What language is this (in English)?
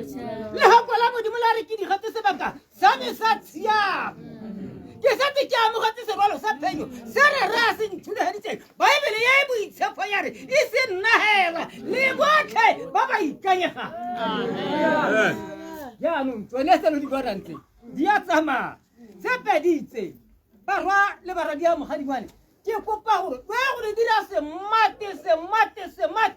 Tswana